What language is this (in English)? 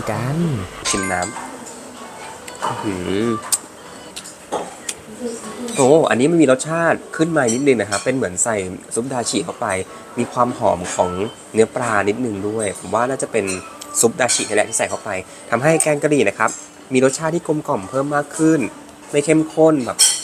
Thai